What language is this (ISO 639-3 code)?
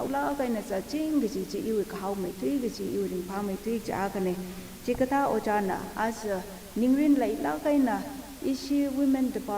nmf